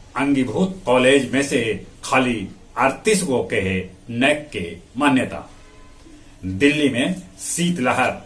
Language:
Magahi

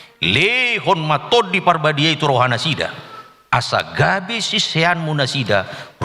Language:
Batak Toba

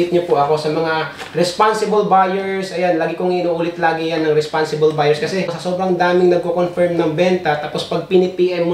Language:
Filipino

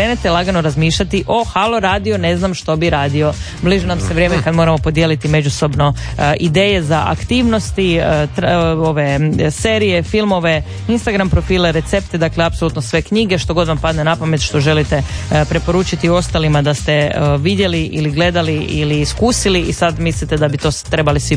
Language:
Croatian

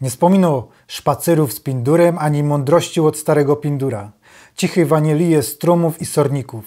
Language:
Silesian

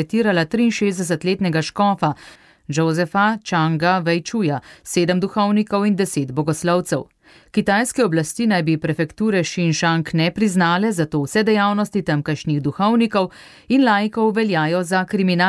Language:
Slovenian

